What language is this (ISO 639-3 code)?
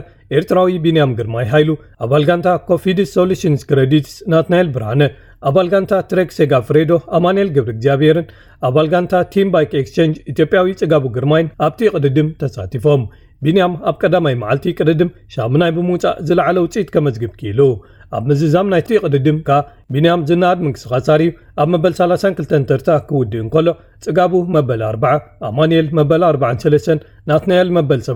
tir